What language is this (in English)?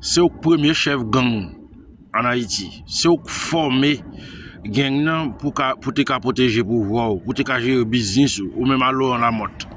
Haitian Creole